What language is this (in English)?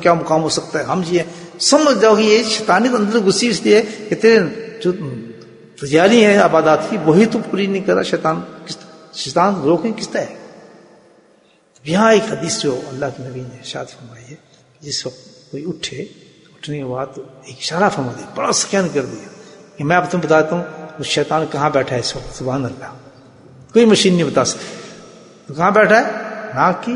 Urdu